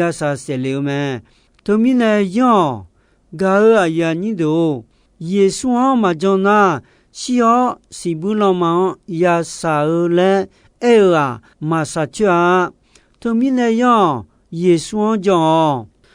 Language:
Akha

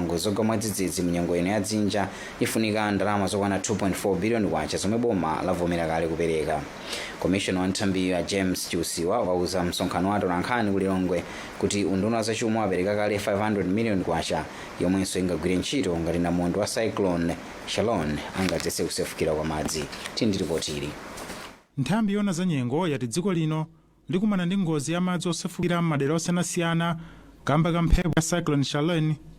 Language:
Nyanja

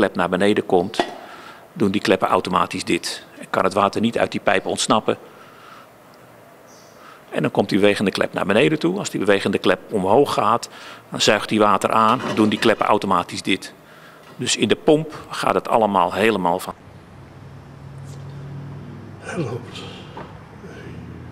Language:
Dutch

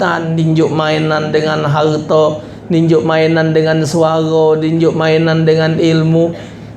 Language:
Musi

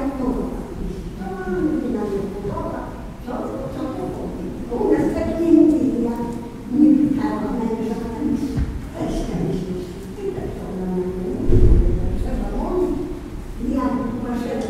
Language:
Polish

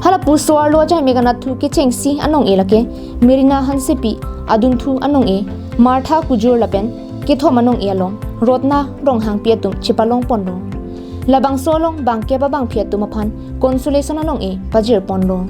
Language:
Karbi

